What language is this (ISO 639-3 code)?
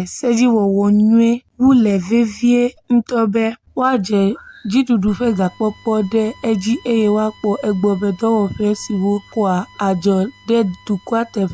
ewe